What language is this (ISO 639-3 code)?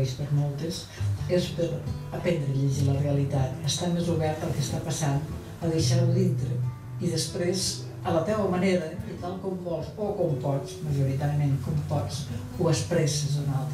cat